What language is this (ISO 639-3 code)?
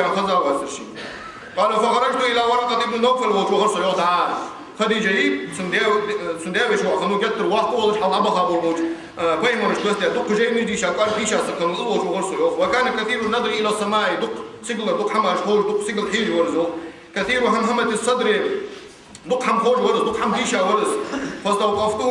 inh